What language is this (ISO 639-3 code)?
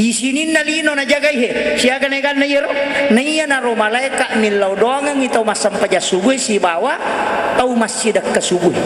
bug